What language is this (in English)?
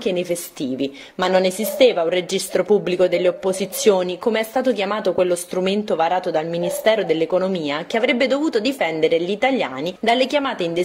Italian